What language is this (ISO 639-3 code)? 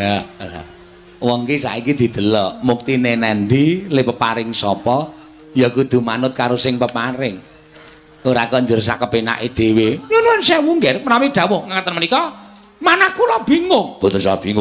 jav